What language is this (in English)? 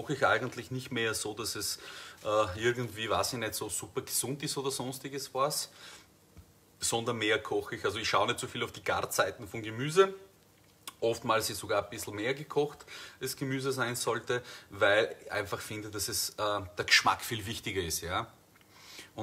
German